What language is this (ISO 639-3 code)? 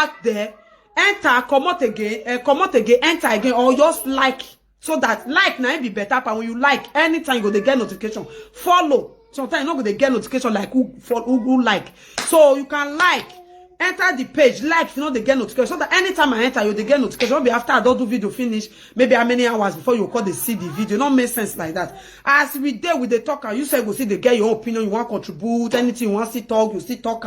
pcm